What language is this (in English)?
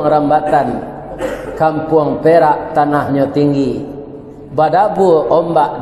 Minangkabau